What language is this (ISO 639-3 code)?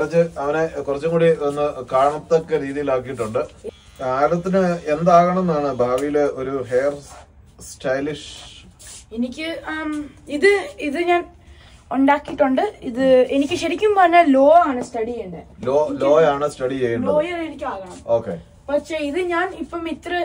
mal